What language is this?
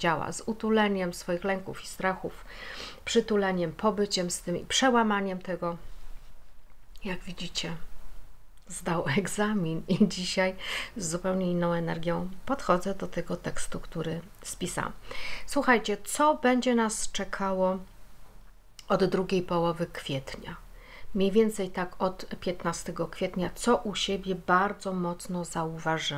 Polish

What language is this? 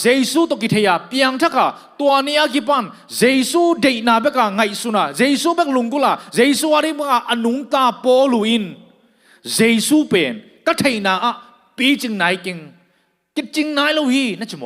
Tedim Chin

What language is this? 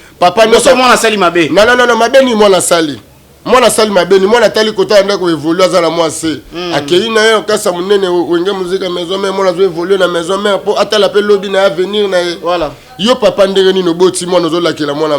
Lingala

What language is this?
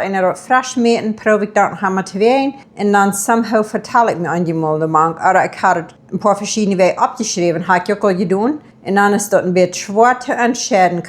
Plautdietsch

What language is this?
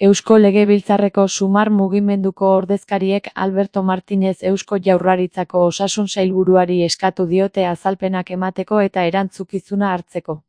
Basque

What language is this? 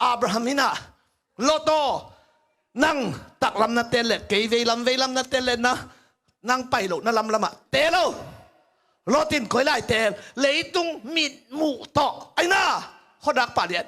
Tedim Chin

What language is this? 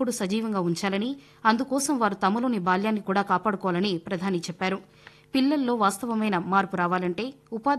Telugu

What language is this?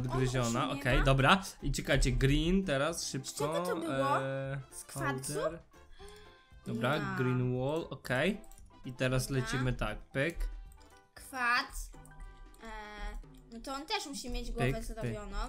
Polish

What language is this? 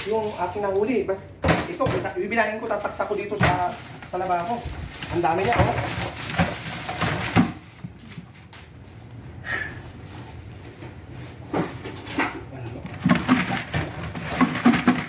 Filipino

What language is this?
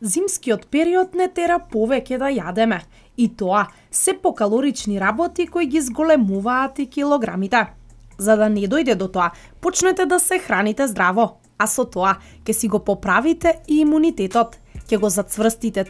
Macedonian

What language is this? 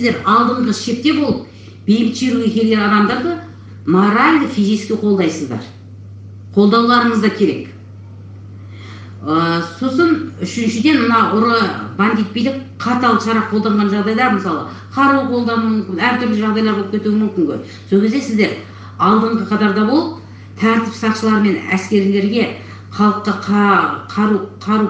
Kazakh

